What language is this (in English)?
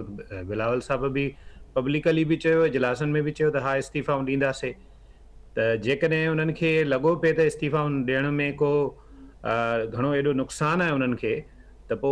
Sindhi